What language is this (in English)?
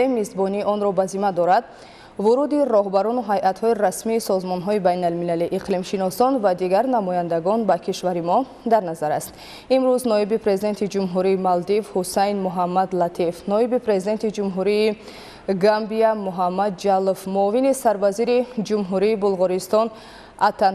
Tajik